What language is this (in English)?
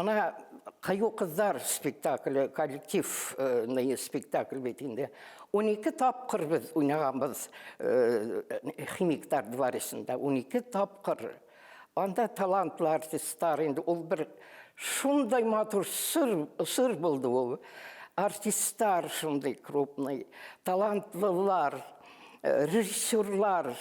Bashkir